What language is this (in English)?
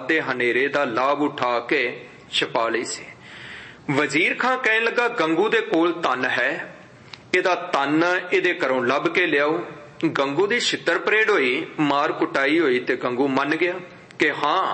Punjabi